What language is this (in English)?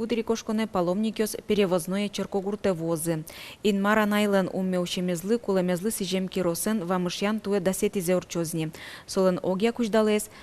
Udmurt